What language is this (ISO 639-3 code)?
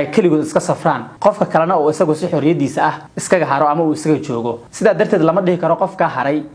som